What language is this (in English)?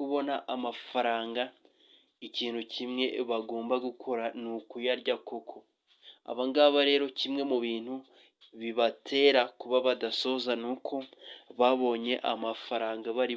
Kinyarwanda